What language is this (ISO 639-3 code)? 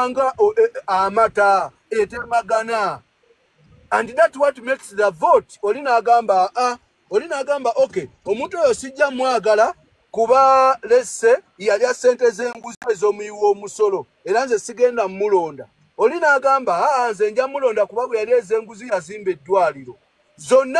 lug